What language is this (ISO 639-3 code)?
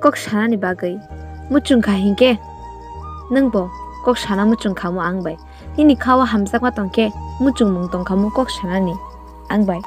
trp